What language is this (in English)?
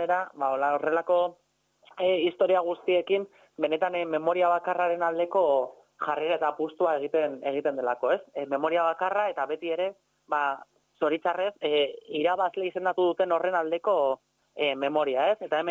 Basque